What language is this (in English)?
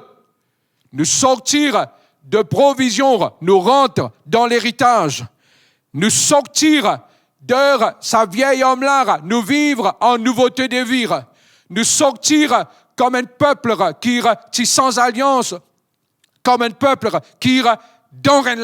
Morisyen